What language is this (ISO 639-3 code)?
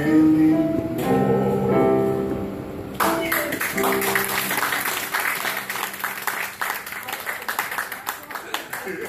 eng